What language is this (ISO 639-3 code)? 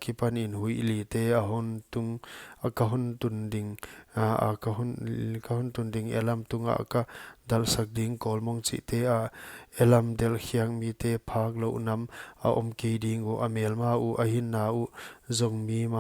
pck